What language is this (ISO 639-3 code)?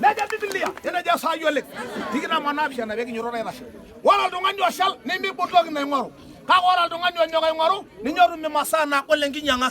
mas